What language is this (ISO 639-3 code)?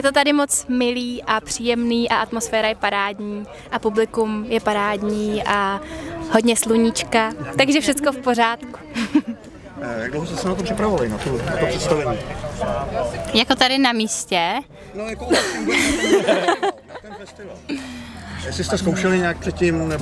ces